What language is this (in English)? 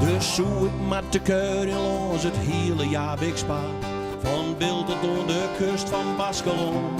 Western Frisian